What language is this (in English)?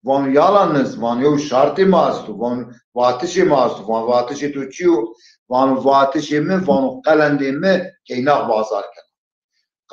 Zaza